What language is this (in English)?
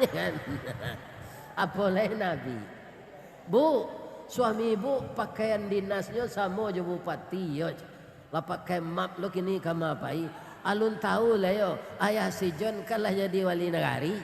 Minangkabau